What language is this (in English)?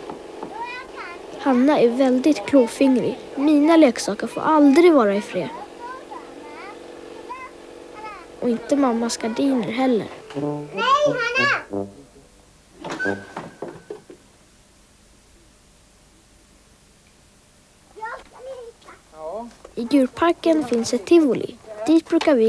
Swedish